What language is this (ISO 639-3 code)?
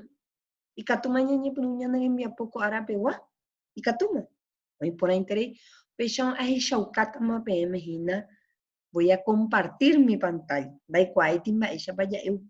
grn